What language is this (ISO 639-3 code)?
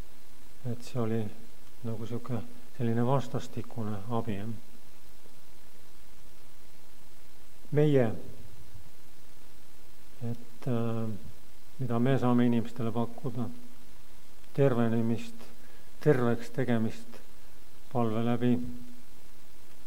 est